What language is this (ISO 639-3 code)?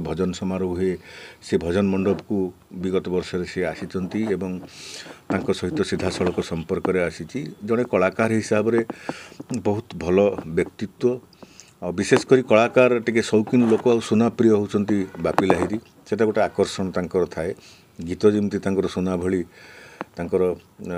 ori